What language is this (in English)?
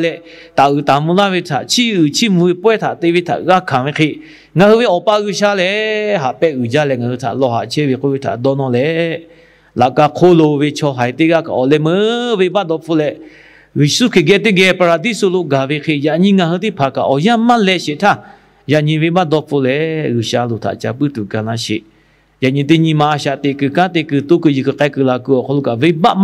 Lahu